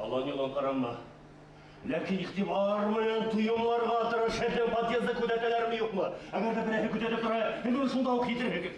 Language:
Bashkir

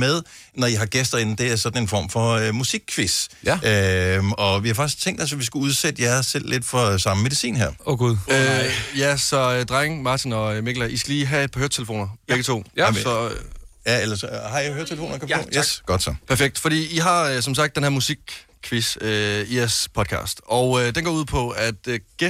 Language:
Danish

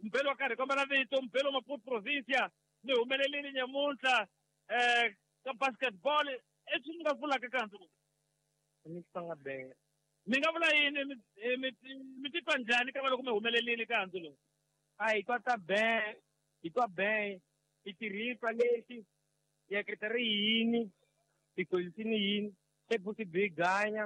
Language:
Tsonga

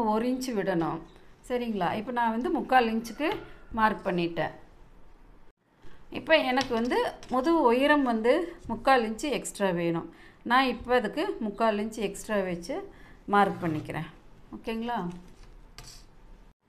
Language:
Tamil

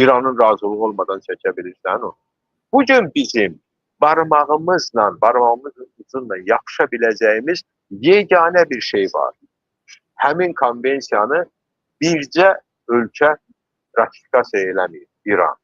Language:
Azerbaijani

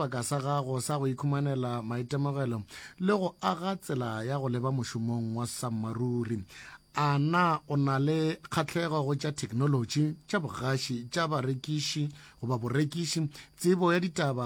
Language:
Northern Sotho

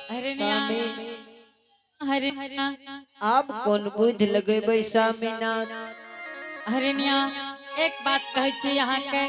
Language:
Angika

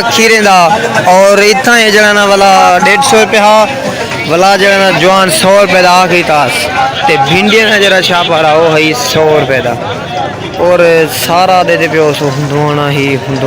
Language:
Saraiki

